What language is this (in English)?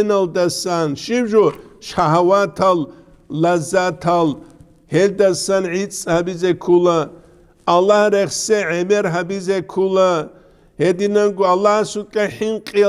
Avaric